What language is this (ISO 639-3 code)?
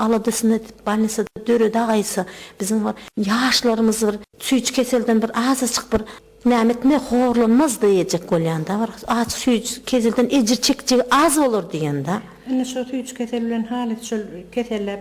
tuk